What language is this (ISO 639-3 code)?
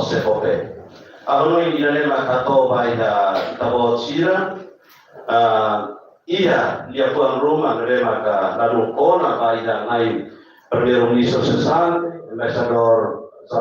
tet